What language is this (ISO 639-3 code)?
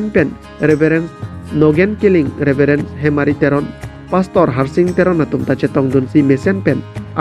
mjw